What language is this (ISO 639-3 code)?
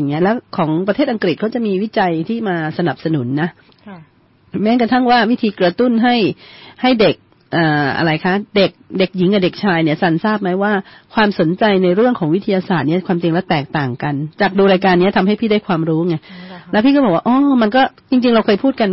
tha